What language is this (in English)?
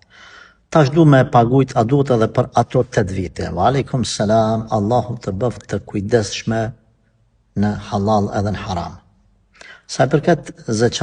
Albanian